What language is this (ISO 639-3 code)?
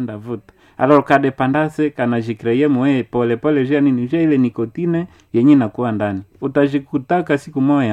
swa